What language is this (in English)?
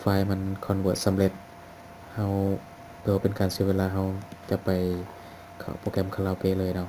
Lao